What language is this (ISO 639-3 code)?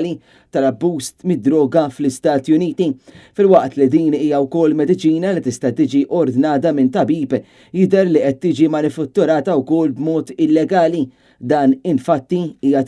mlt